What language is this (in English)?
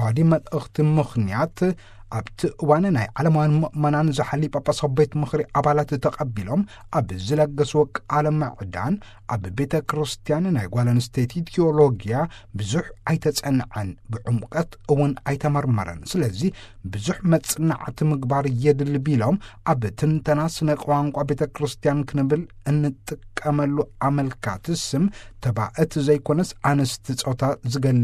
Tigrinya